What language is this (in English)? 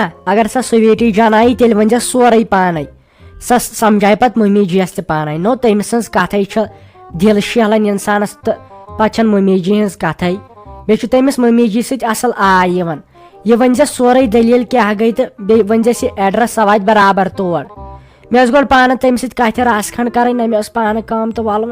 Kashmiri